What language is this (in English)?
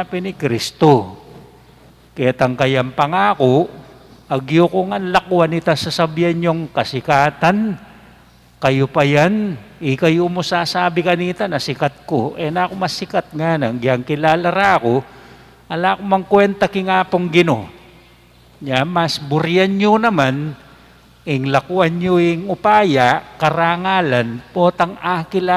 Pampanga